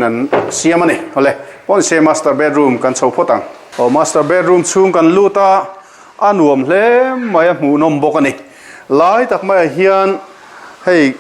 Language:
Mizo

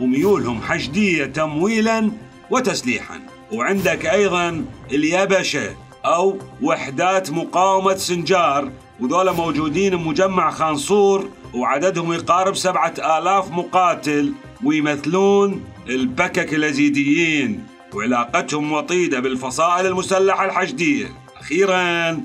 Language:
Mesopotamian Arabic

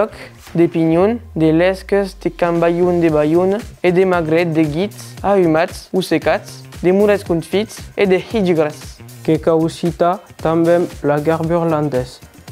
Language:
Occitan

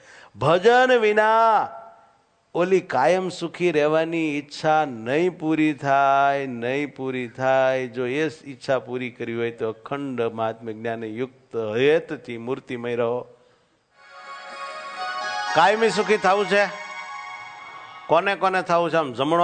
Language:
Gujarati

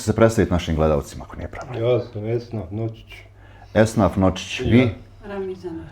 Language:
Bosnian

